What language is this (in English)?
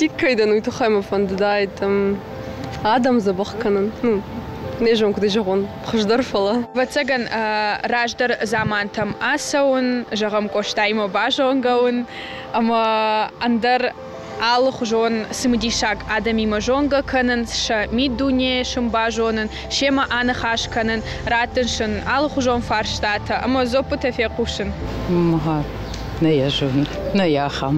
Ossetic